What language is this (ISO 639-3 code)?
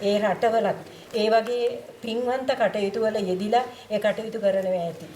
sin